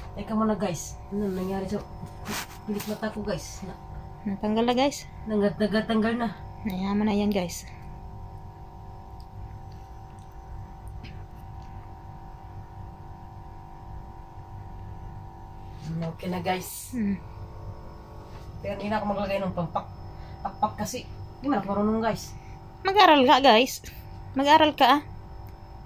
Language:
Filipino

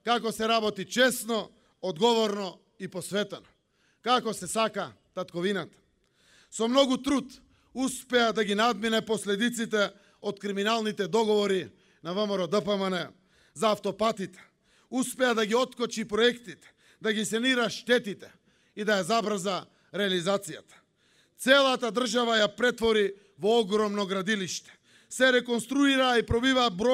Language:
Macedonian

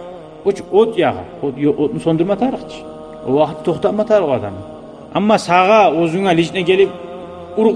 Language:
Kumyk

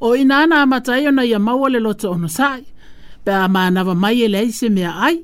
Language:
Samoan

